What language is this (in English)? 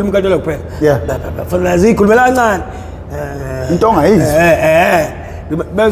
Zulu